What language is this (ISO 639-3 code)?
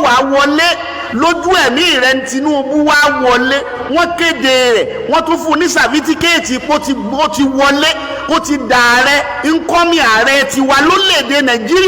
yor